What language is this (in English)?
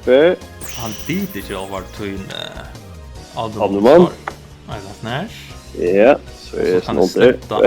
Faroese